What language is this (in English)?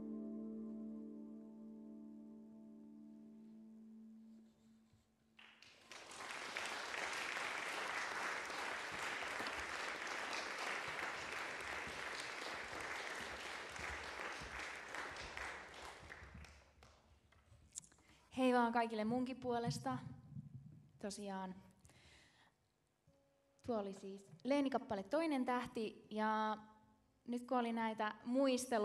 Finnish